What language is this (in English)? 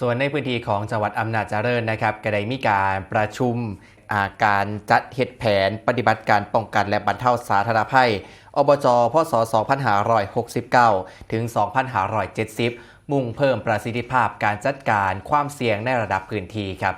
Northeastern Thai